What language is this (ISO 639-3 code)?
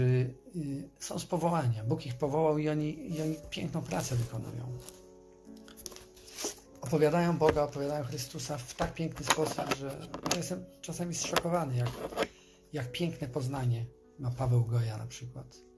pol